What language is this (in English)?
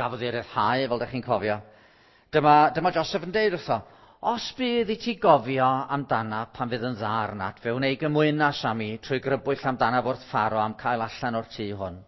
Welsh